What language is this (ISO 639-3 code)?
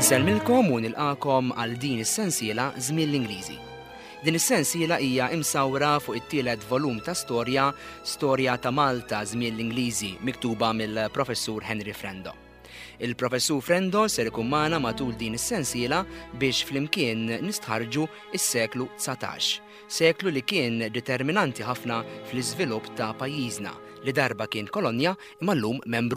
mlt